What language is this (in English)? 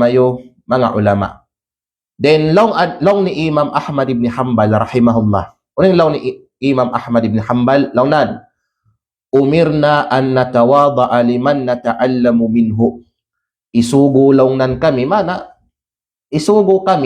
Kalagan